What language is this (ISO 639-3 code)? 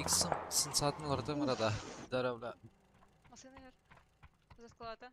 sah